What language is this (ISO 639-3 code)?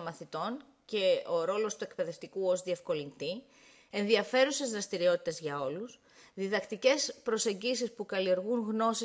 ell